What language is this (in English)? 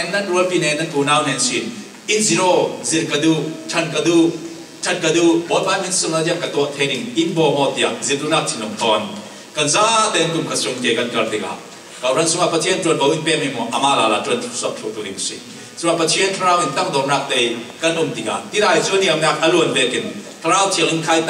Falam Chin